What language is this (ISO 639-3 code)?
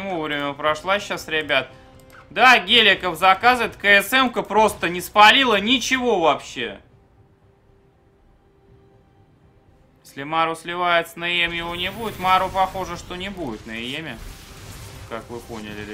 rus